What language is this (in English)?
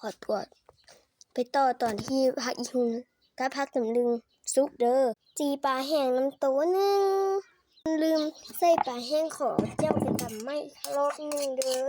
Lao